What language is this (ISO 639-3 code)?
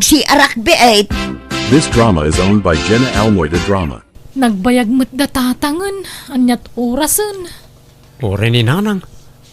ilo